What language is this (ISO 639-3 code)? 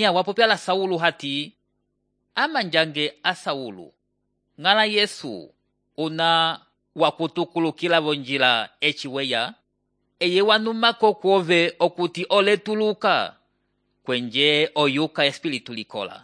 umb